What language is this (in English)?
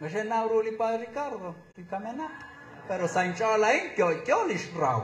Kekchí